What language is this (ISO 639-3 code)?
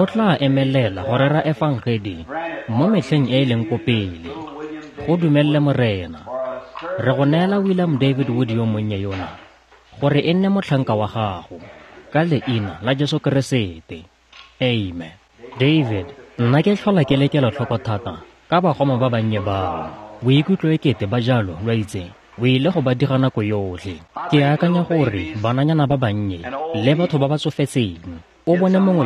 tsn